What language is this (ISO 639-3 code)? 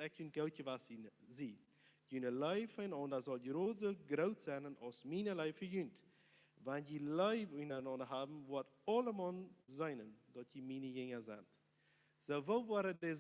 pdt